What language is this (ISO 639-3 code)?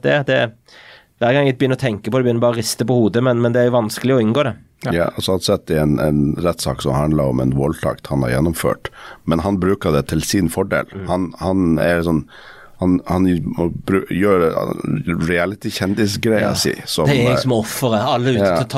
nor